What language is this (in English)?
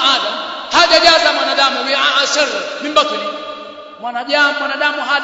Swahili